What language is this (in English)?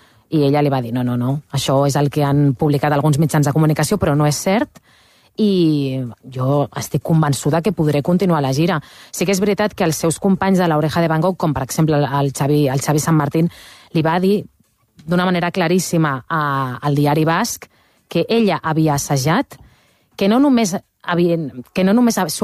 Catalan